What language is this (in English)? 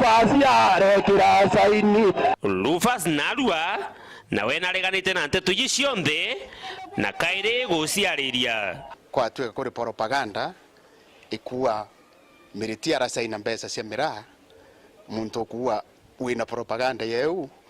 Meru